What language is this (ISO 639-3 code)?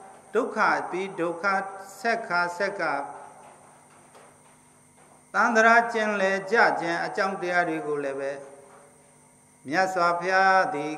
mya